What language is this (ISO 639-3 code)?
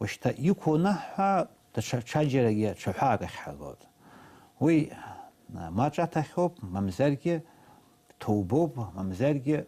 abk